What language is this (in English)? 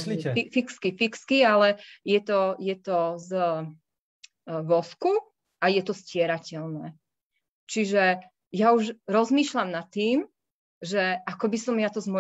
Slovak